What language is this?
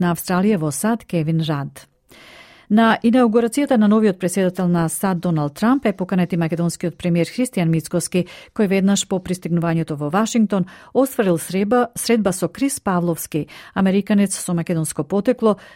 Macedonian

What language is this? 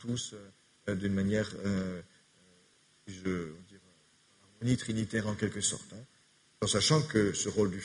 French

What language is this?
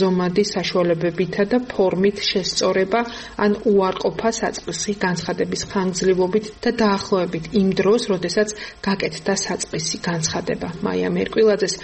Georgian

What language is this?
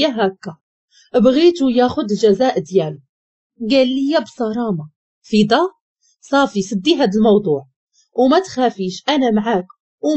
Moroccan Arabic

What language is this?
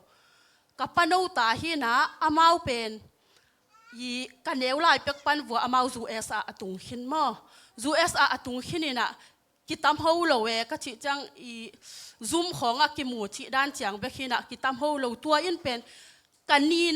Tedim Chin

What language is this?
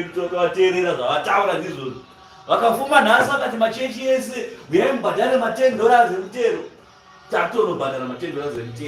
Shona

